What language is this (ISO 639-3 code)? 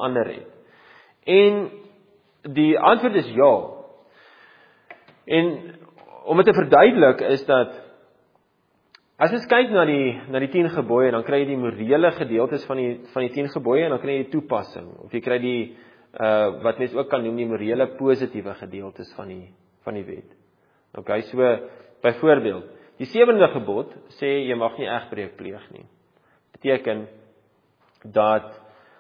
afr